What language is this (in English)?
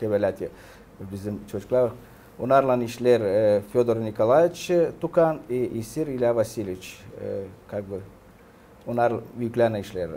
Gagauz